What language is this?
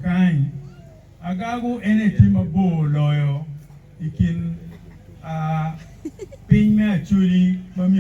Acoli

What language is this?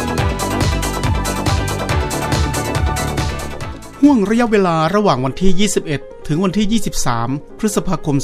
Thai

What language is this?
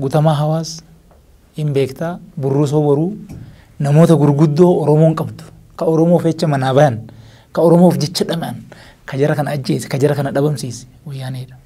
Oromo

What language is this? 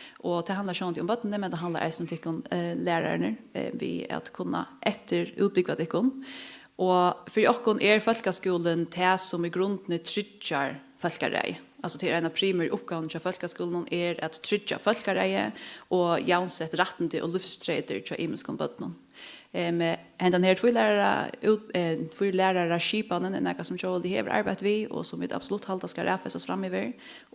Faroese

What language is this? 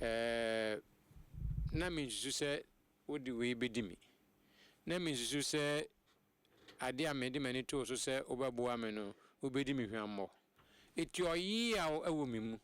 Akan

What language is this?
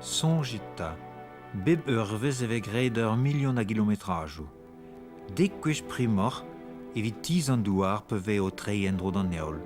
Breton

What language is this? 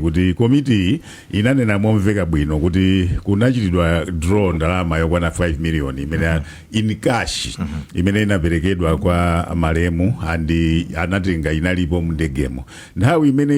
Nyanja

